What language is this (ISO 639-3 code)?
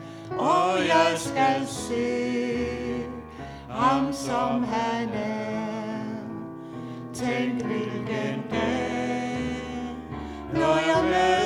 dan